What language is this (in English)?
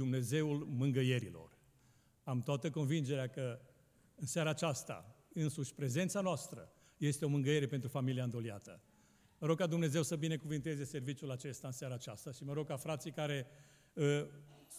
Romanian